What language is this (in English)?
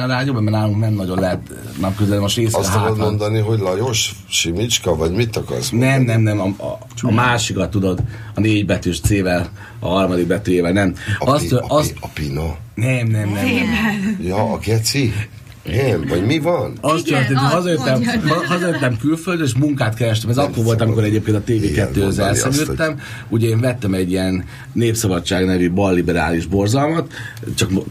Hungarian